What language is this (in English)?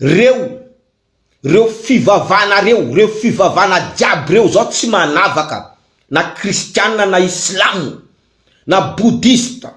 Malagasy